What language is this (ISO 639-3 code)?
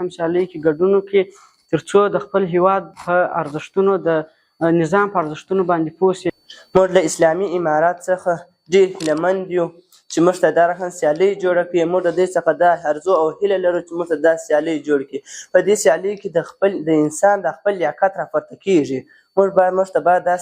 pus